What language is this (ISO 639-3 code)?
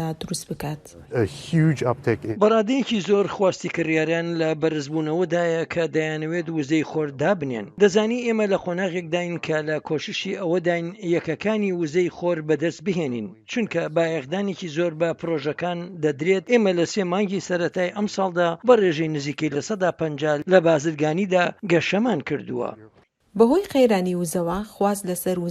ckb